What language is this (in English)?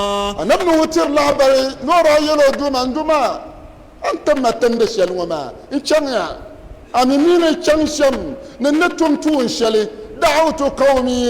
Dagbani